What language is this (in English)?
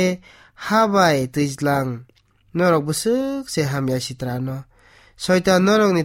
Kok Borok